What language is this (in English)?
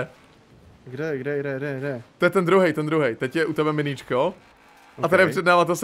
Czech